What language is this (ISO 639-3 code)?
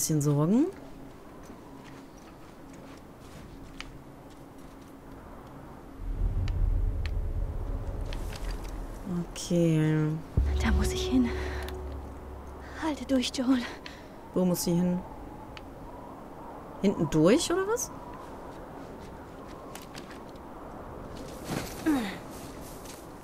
deu